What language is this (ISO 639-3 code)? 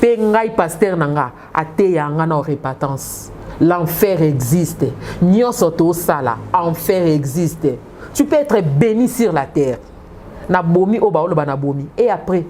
lin